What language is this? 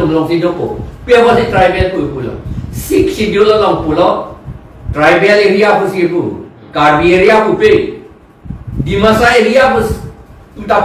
Karbi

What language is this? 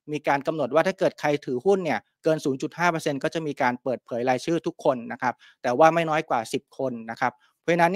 Thai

